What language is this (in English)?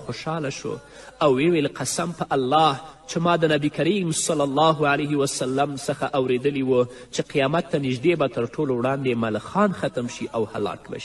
Pashto